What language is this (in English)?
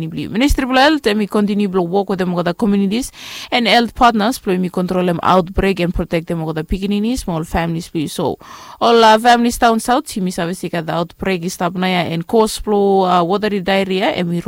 Bislama